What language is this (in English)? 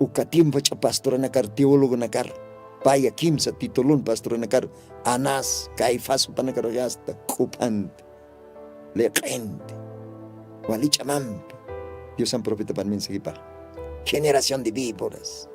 Aymara